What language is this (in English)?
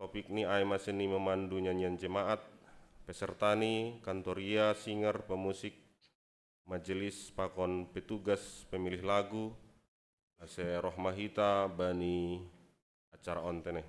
Batak Simalungun